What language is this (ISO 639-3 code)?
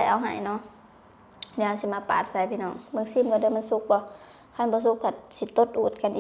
lao